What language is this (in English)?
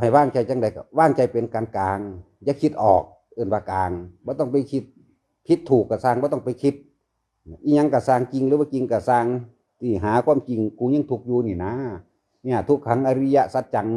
Northeastern Thai